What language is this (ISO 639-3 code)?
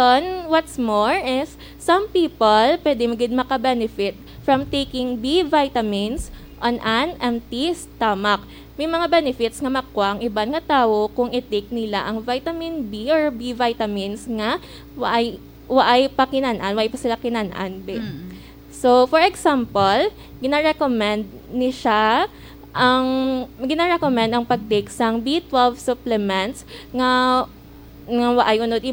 hil